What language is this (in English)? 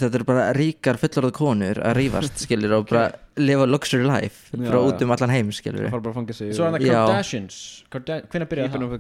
Icelandic